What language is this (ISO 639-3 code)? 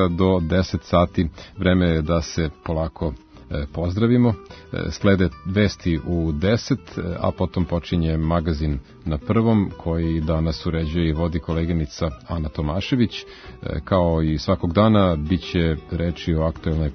srp